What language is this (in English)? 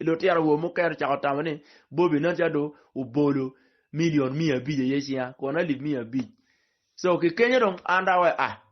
Acoli